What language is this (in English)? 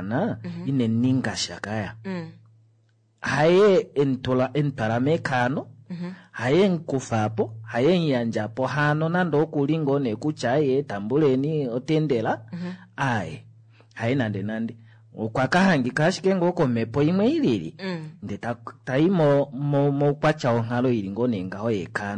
Kuanyama